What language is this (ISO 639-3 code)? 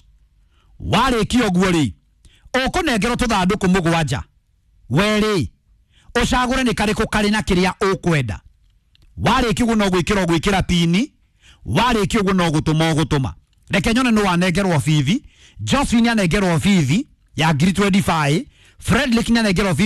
kik